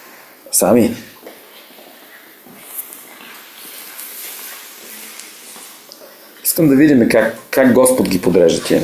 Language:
Bulgarian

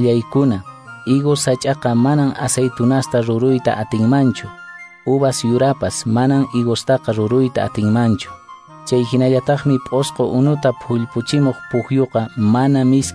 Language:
Quechua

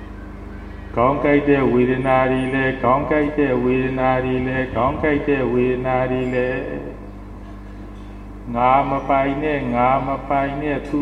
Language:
Burmese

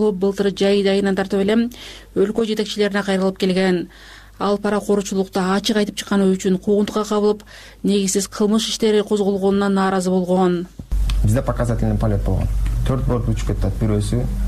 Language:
Kyrgyz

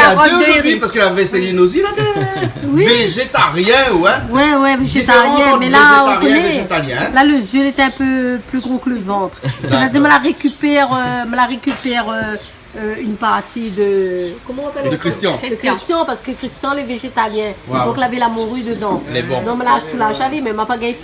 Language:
Réunion Creole French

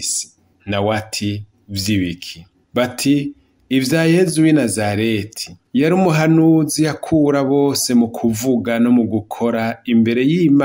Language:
Rundi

